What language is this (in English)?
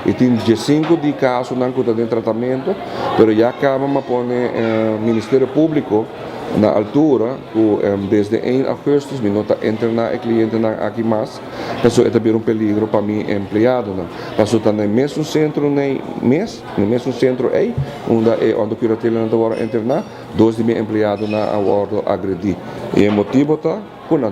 Papiamento